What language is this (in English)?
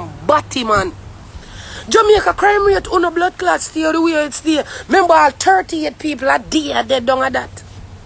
Jamaican Creole English